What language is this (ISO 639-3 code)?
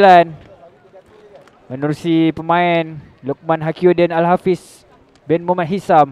msa